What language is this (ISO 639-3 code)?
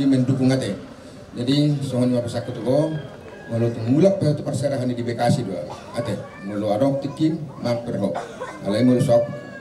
bbc